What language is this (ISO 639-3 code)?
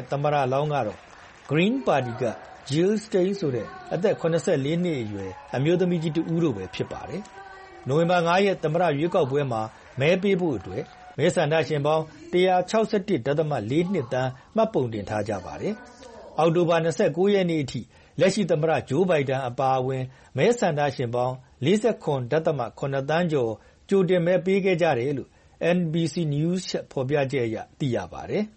mya